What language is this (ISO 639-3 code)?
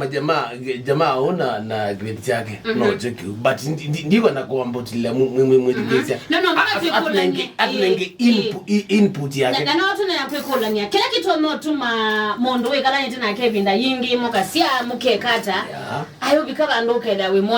kam